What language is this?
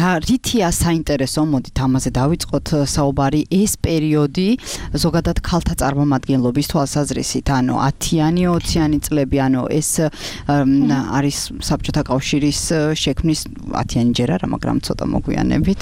Georgian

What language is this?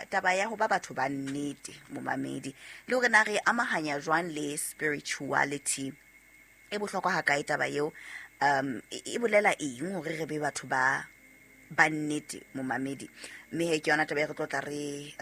Southern Sotho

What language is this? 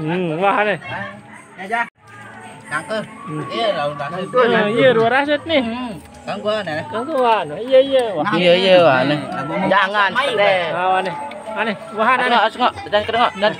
Sasak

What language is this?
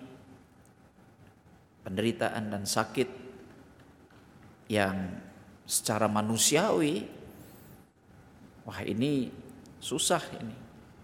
Indonesian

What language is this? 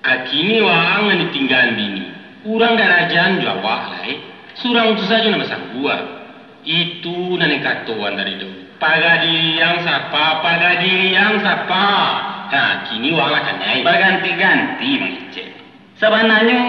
Minangkabau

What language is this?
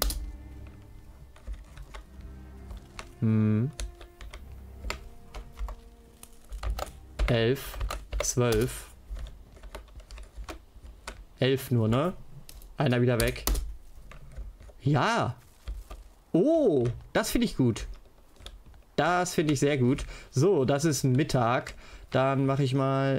German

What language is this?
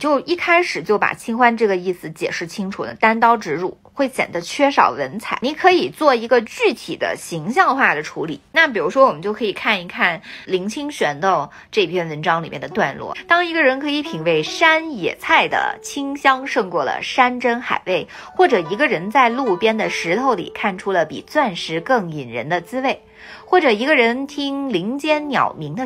Chinese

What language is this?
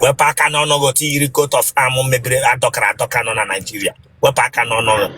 Igbo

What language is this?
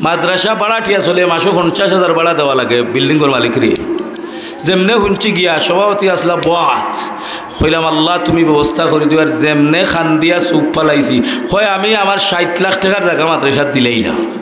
Sylheti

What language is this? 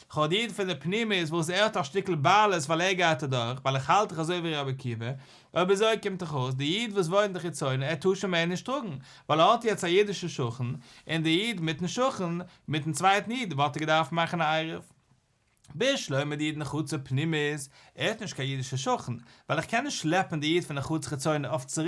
Yiddish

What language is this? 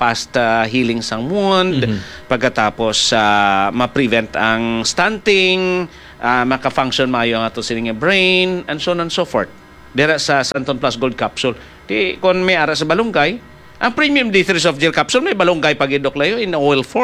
Hiligaynon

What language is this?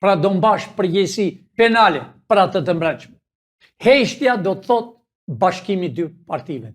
Albanian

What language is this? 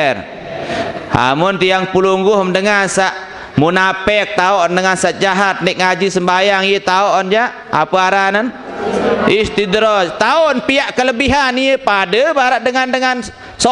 Sasak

